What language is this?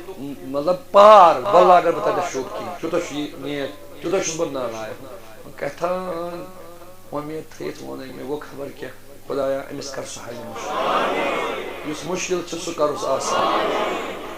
Kashmiri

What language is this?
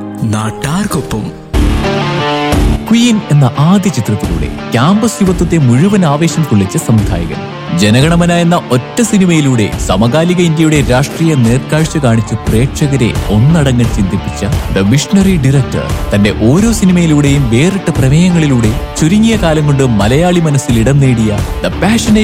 Malayalam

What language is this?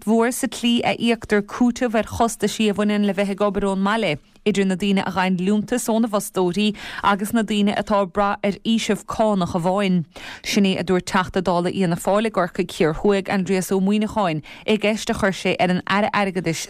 Irish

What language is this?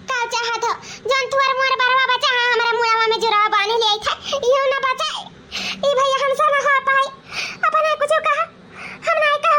Awadhi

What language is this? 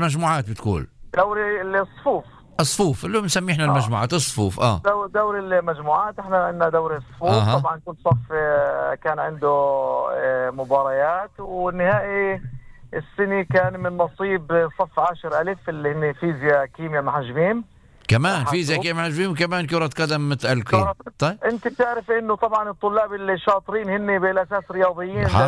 North Levantine Arabic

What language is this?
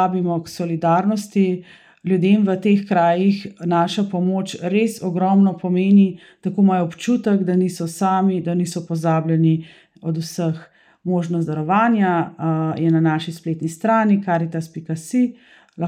Slovenian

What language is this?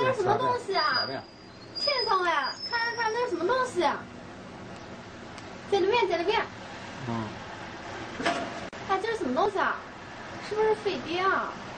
Chinese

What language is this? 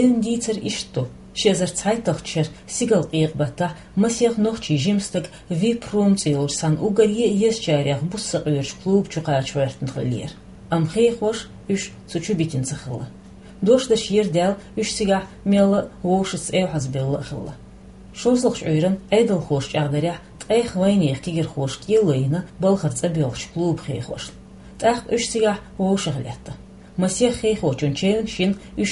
Chechen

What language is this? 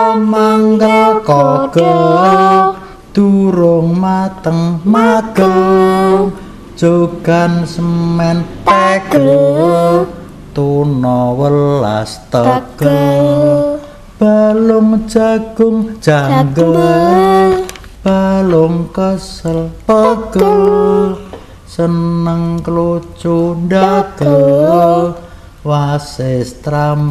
Javanese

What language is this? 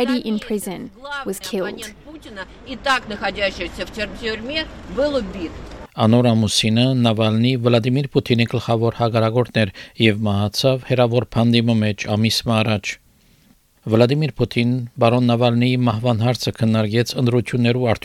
Armenian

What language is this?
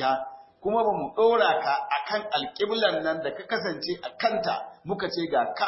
Hausa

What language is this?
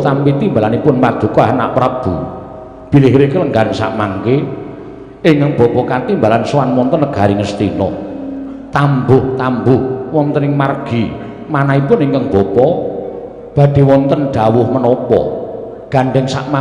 Javanese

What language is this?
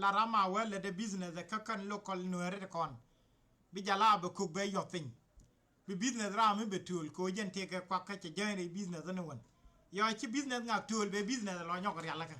Nuer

